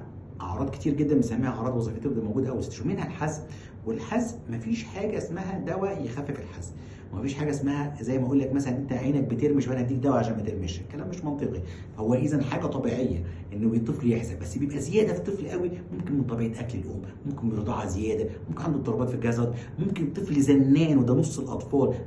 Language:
Egyptian Arabic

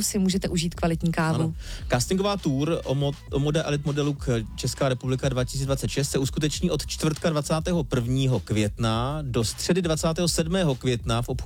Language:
Czech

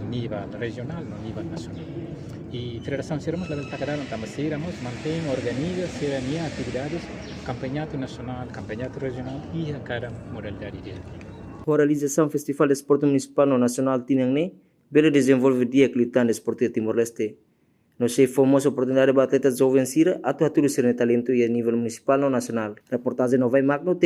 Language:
Tetum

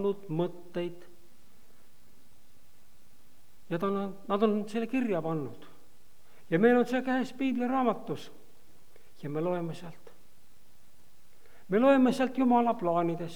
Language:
Estonian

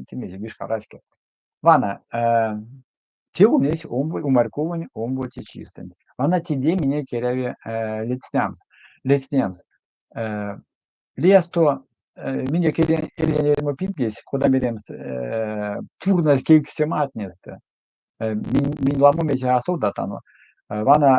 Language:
Erzya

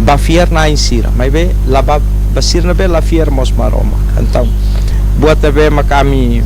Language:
Tetum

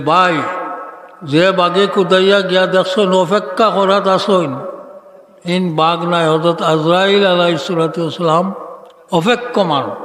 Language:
Sylheti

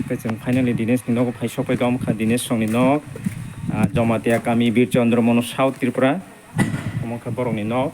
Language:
Kok Borok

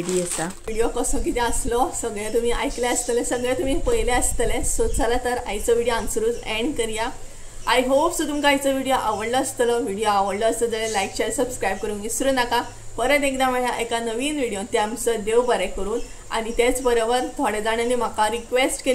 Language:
Konkani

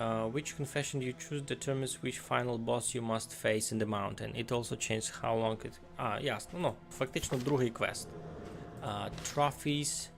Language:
Rusyn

